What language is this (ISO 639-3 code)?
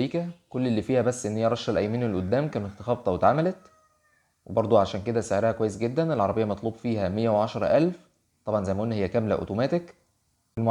arz